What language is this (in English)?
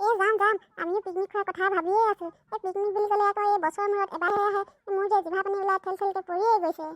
Assamese